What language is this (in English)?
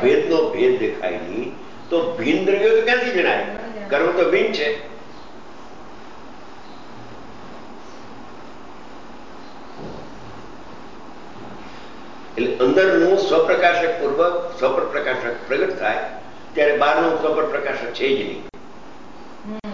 Gujarati